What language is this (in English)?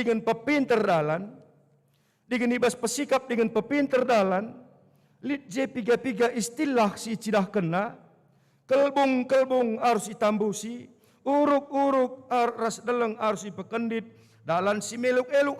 Batak Karo